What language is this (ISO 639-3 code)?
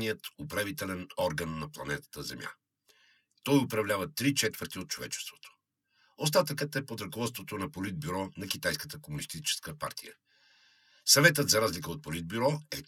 bul